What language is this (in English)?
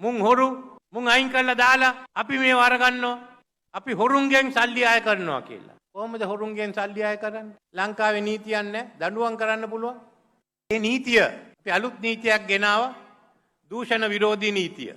Sinhala